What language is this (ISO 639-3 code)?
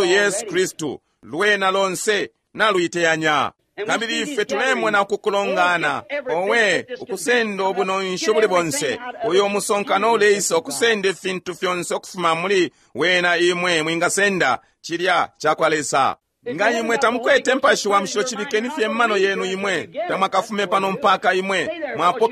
bem